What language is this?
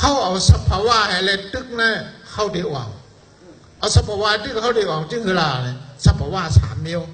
Shan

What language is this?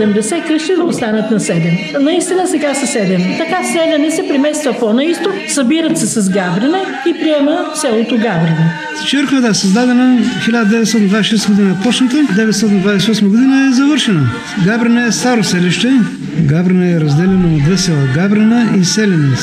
Bulgarian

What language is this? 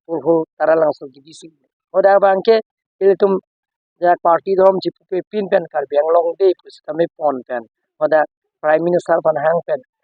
Karbi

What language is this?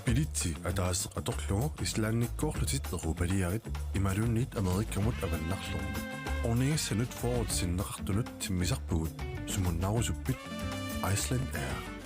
Kalaallisut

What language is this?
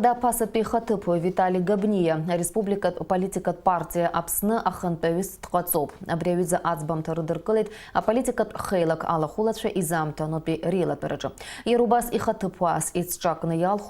Abkhazian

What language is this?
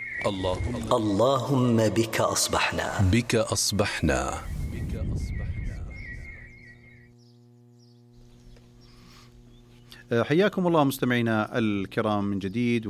Arabic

